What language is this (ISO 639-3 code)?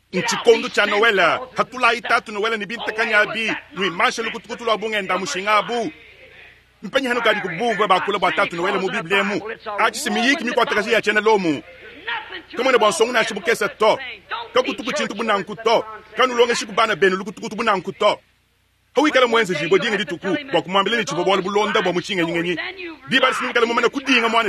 lua